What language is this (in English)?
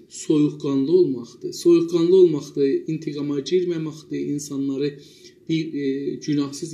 South Azerbaijani